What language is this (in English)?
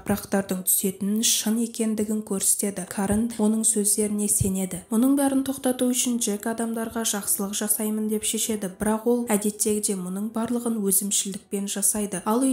Kazakh